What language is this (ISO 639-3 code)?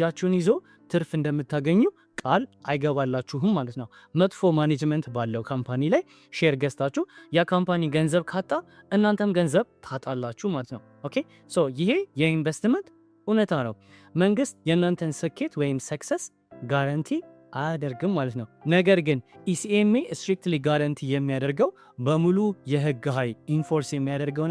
amh